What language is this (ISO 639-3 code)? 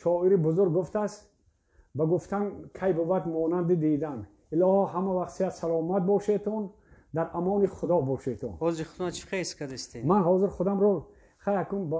tgk